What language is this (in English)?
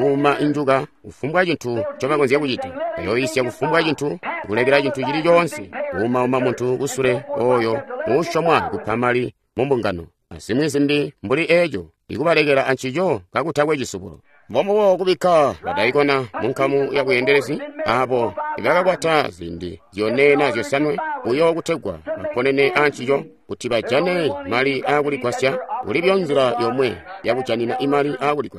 Tonga (Zambia)